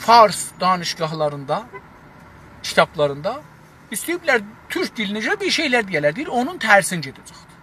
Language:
South Azerbaijani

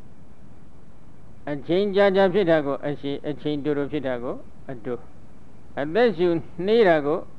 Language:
Burmese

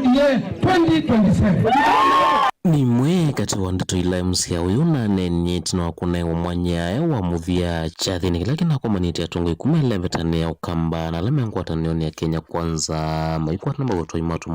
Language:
Kamba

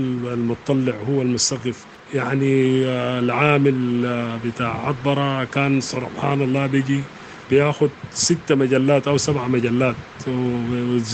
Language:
Sudanese Arabic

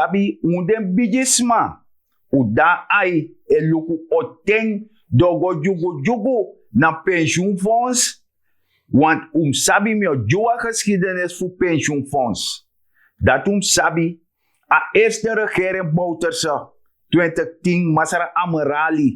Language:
Sranan Tongo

